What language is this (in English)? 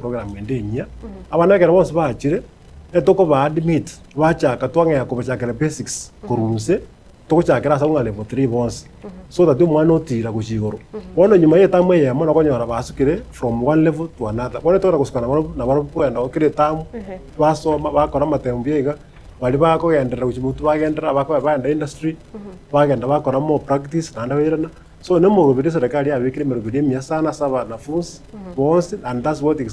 Gusii